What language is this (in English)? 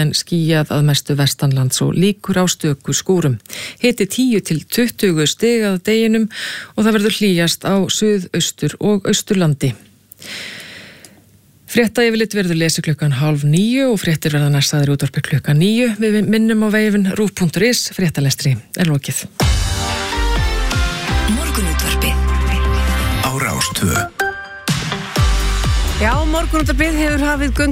Icelandic